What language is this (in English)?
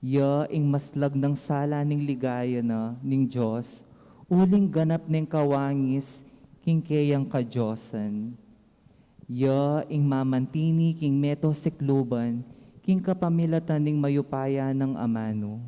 Pampanga